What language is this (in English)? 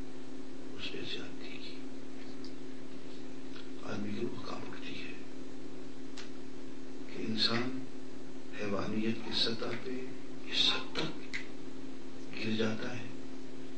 Urdu